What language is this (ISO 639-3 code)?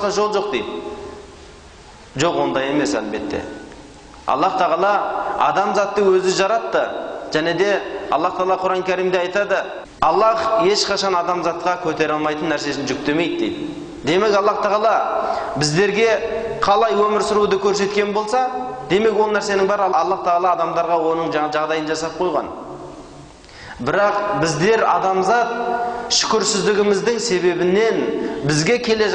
kaz